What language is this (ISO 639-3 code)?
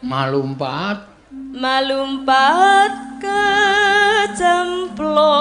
jav